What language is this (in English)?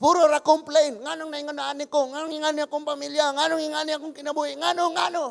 Cebuano